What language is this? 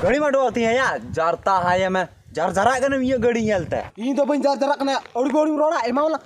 Santali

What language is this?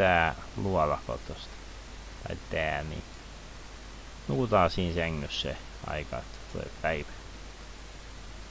Finnish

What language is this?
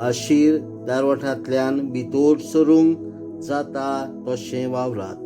Konkani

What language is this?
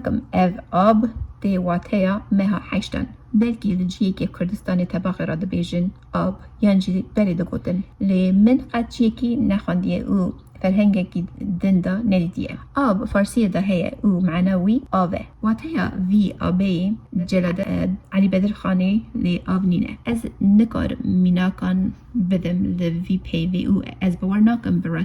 Kurdish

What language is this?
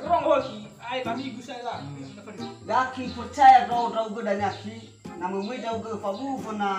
Nias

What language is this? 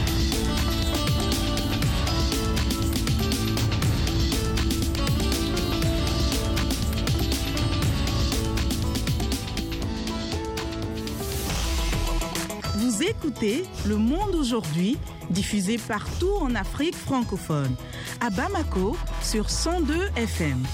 French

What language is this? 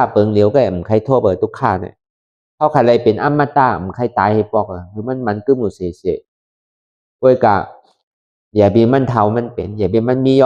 Shan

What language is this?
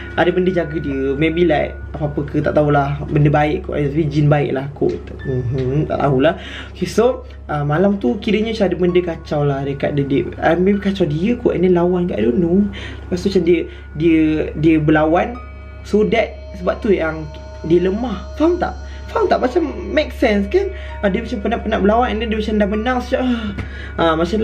Malay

